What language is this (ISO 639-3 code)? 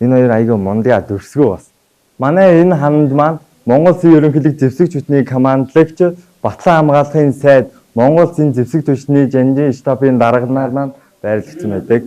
mon